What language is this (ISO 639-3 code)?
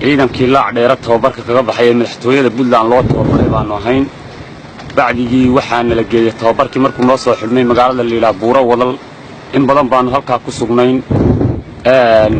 som